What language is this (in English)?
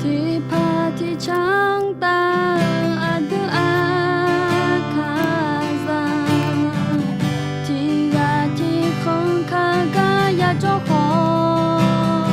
Akha